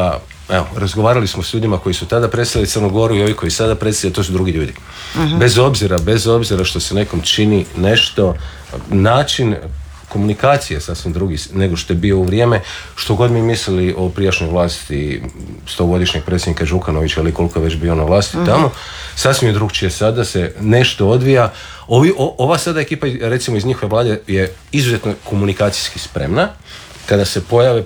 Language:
Croatian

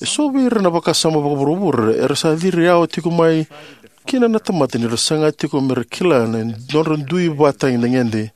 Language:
Fijian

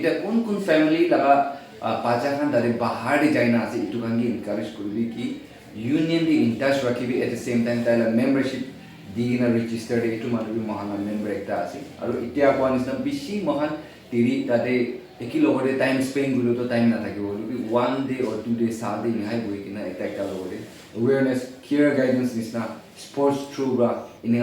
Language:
Naga Pidgin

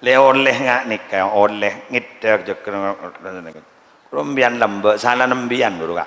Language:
Madurese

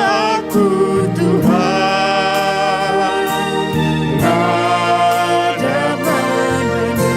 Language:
Batak Karo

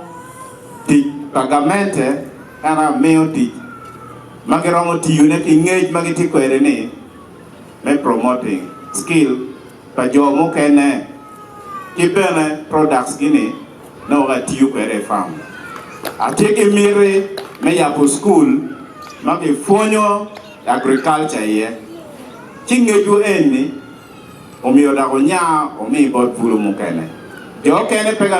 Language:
Acoli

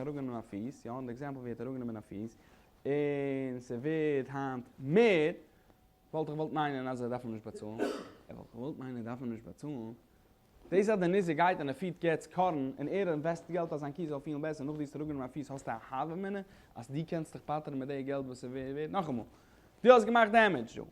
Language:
Yiddish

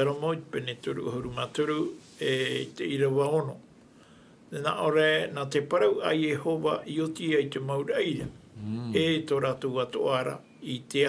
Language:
Tahitian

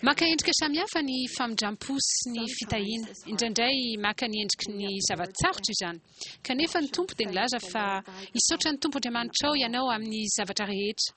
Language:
Malagasy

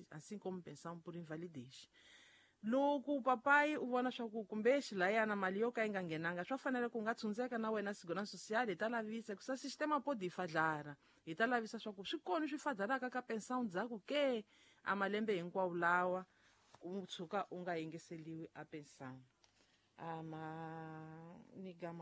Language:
Tsonga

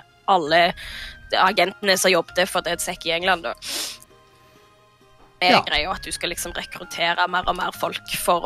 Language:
Norwegian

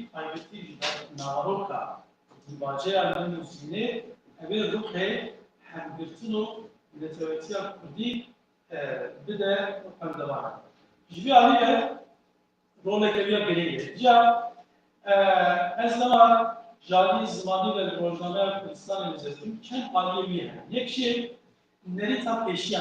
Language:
Kurdish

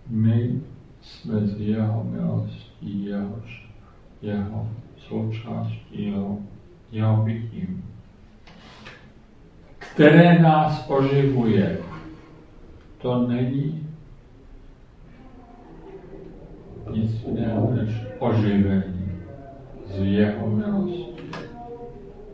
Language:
Czech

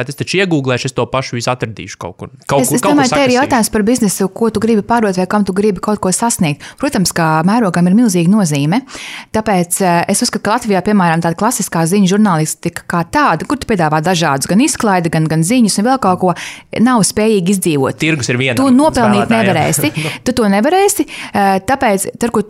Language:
Latvian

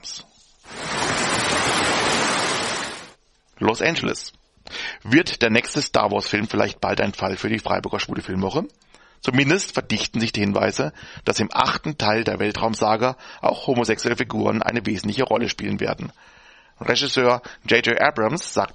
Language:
German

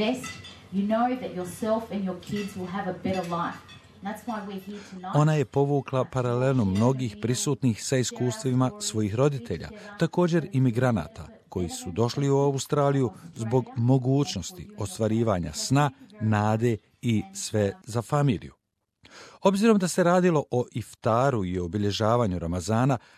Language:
Bosnian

